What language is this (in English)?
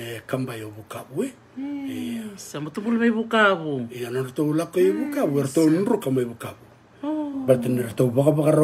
Fijian